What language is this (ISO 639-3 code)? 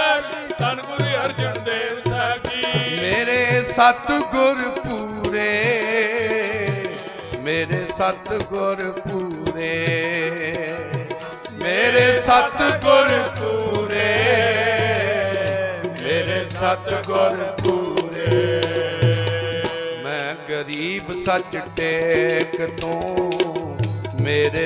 pan